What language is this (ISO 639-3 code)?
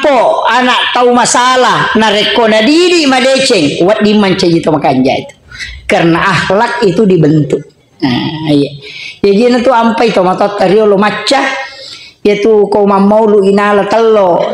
bug